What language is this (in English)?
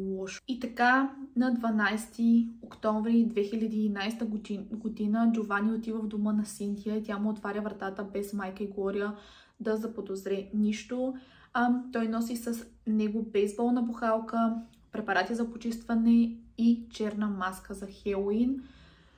Bulgarian